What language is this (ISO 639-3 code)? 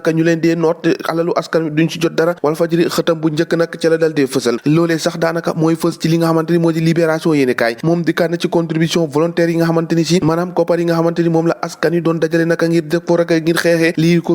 wol